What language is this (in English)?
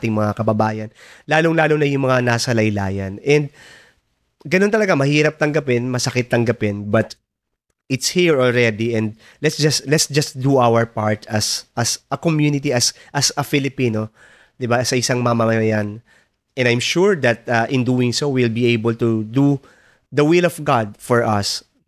Filipino